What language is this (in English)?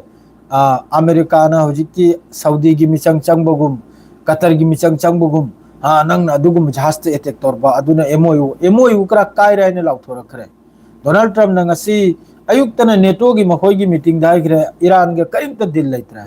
Manipuri